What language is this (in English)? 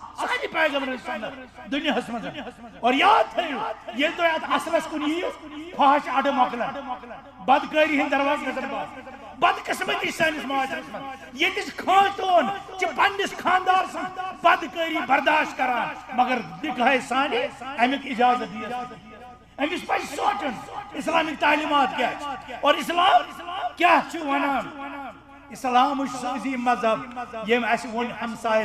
Kashmiri